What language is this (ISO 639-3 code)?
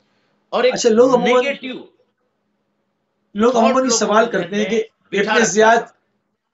urd